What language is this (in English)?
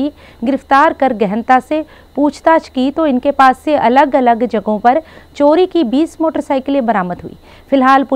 Hindi